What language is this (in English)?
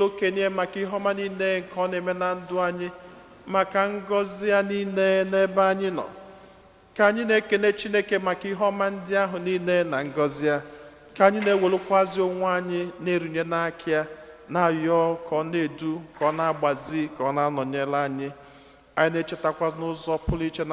Igbo